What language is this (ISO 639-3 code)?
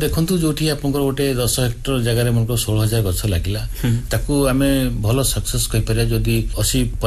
ori